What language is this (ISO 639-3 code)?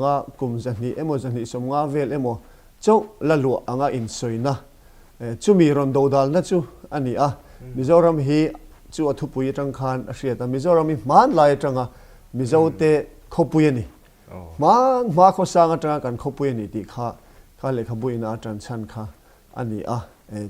lus